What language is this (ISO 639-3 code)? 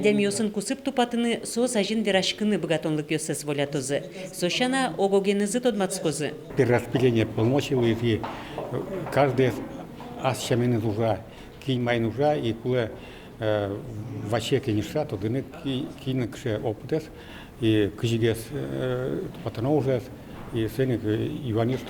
udm